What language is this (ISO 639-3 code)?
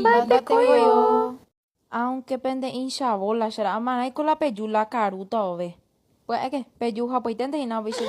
grn